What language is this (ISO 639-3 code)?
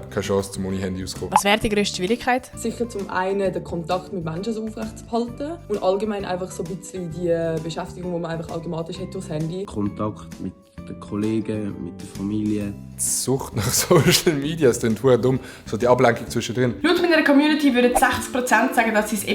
gsw